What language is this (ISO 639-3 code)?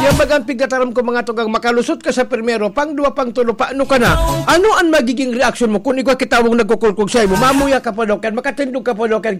bik